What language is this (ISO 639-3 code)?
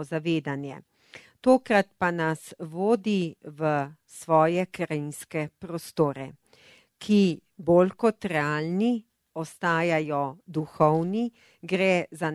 slv